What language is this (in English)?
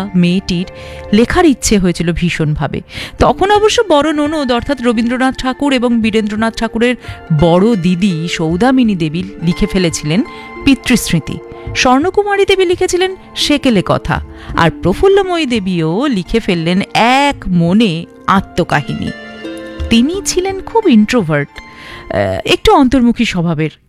Bangla